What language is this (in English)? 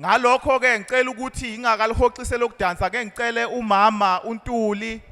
Zulu